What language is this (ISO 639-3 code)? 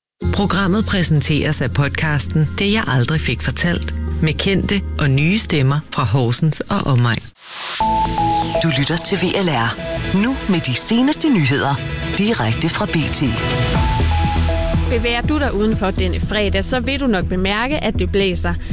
dan